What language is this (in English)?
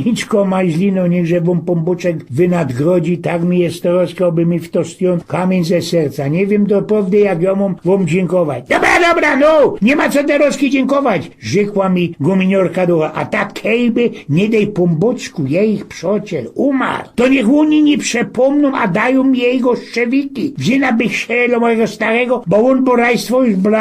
Silesian